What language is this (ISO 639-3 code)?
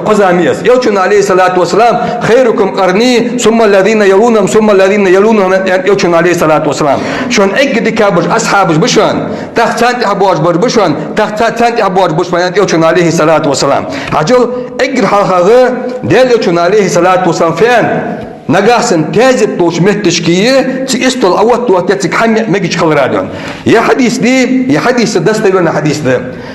inh